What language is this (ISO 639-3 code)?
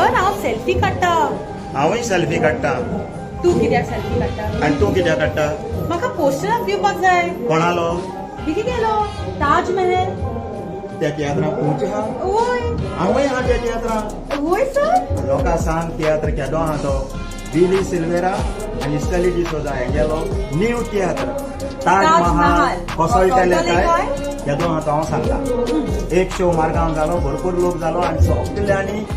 kok